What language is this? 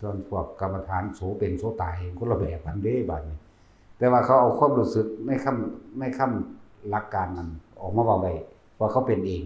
Northeastern Thai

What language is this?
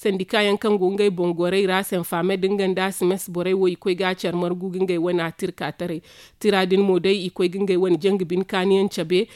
Zarma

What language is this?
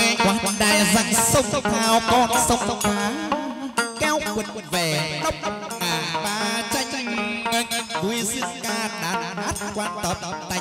Vietnamese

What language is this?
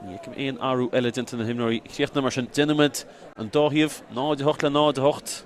Irish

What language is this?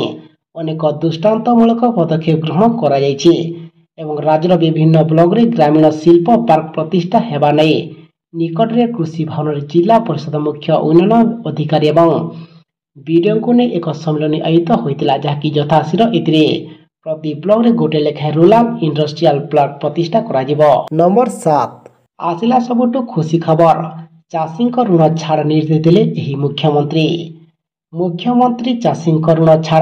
Odia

